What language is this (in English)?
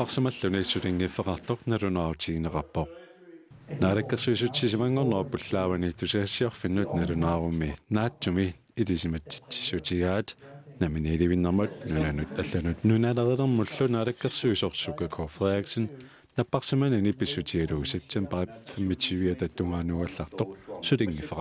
Kalaallisut